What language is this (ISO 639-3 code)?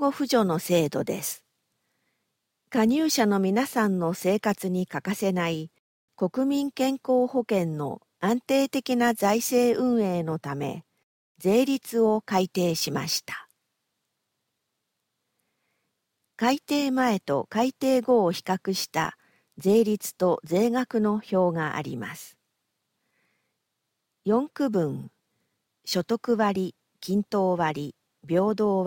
jpn